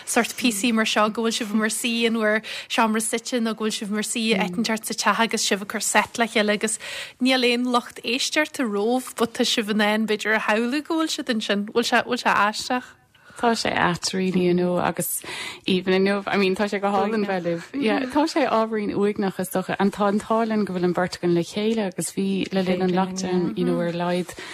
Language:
Irish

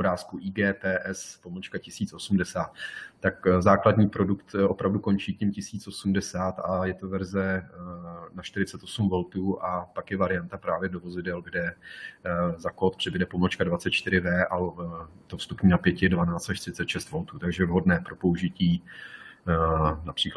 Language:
Czech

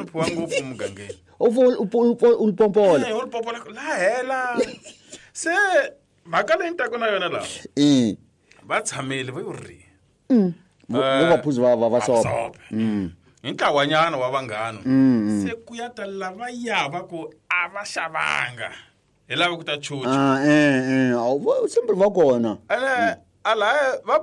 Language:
Tsonga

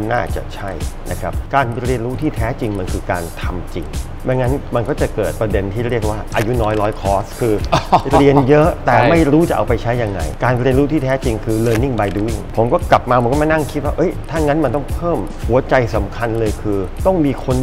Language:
Thai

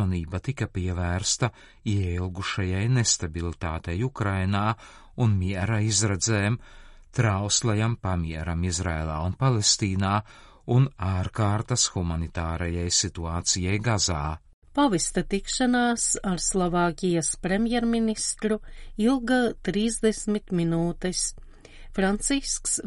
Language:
Latvian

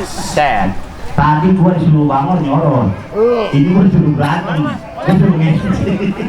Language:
Betawi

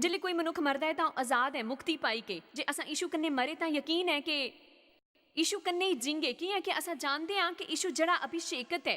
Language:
Dogri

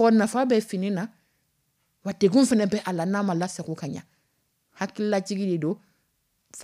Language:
Dyula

